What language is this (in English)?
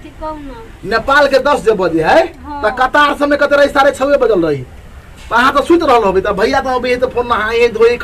Maithili